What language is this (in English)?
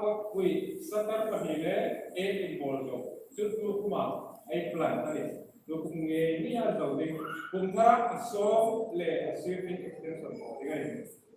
Hmar